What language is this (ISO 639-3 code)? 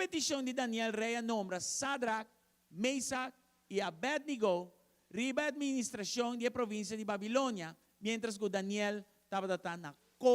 pap